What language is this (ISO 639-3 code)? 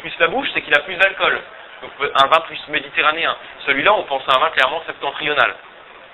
fra